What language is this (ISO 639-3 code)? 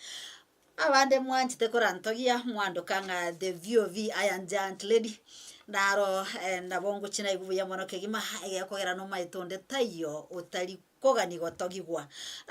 guz